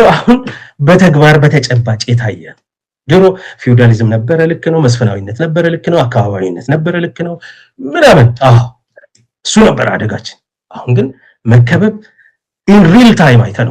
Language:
Amharic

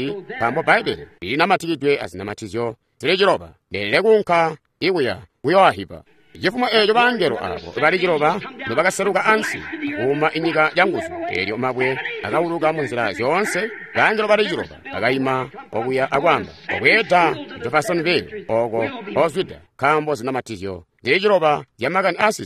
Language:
Tonga (Zambia)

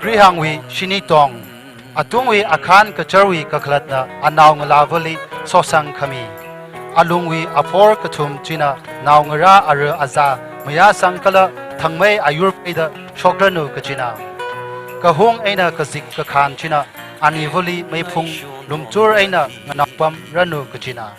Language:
Tangkhul Naga (India)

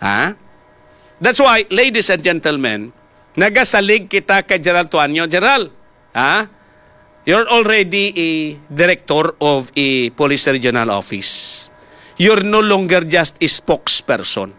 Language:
Hiligaynon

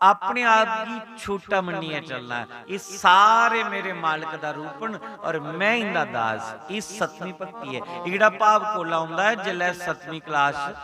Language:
Dogri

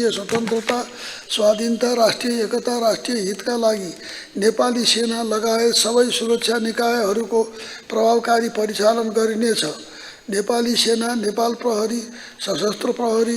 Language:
Nepali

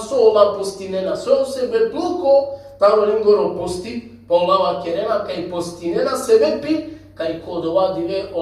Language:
Balkan Romani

